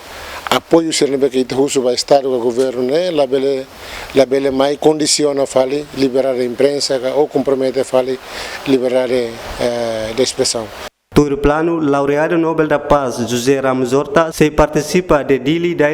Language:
Tetum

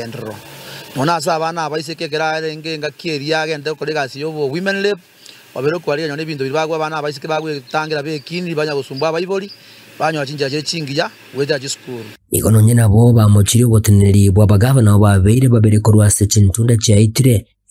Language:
Gusii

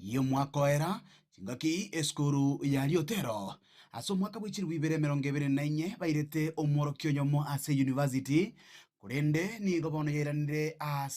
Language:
Gusii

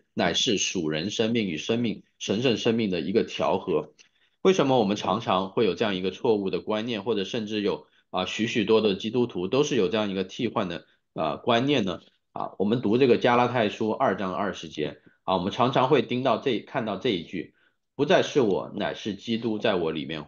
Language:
Chinese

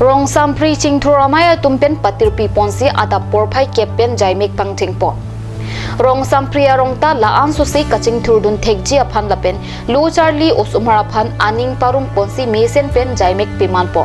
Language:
Karbi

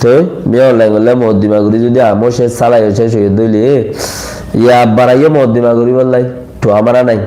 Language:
Rohingya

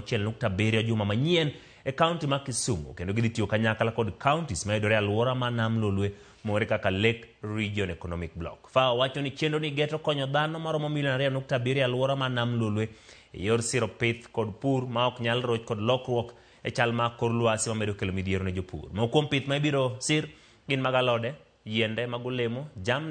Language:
Luo (Kenya and Tanzania)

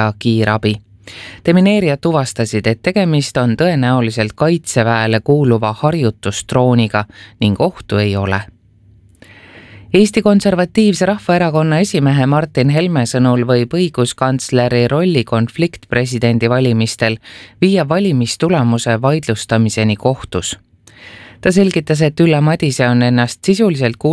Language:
Estonian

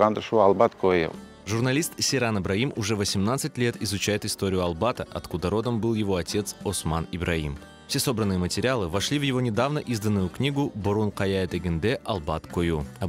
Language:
Crimean Tatar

